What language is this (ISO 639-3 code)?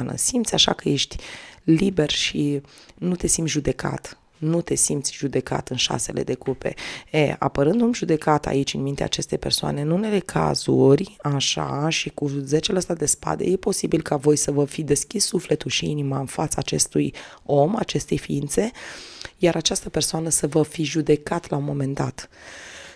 ron